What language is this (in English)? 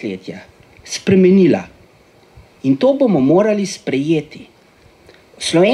Slovenian